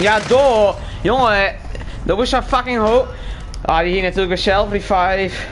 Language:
Western Frisian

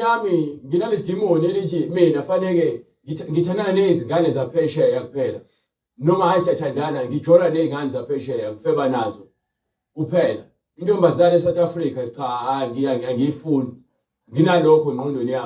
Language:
Zulu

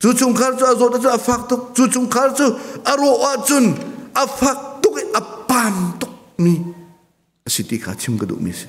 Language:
Hakha Chin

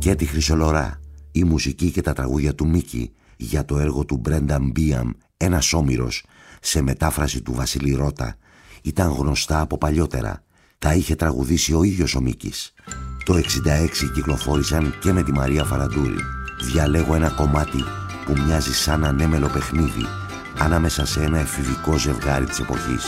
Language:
Greek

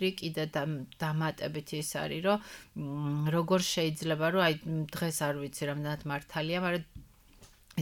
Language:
Georgian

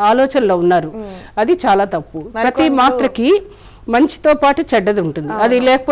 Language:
Telugu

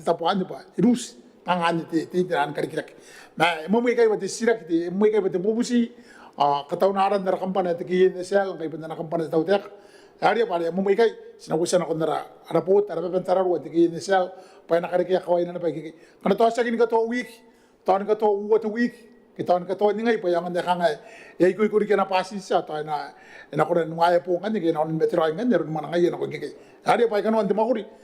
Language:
Gilbertese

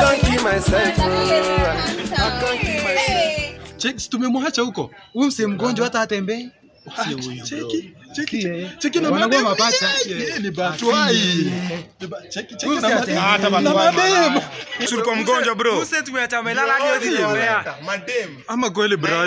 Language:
Swahili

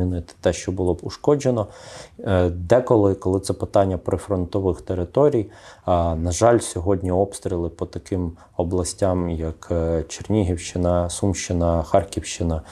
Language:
Ukrainian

